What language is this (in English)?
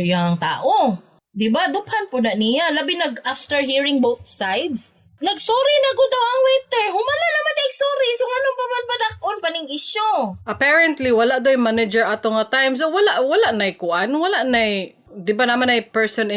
Cebuano